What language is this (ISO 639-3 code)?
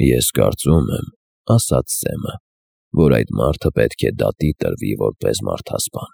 hye